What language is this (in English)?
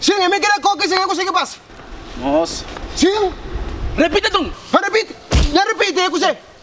Kabuverdianu